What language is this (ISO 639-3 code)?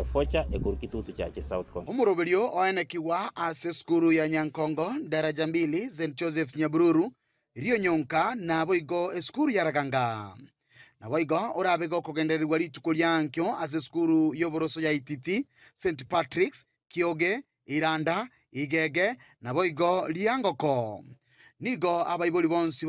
guz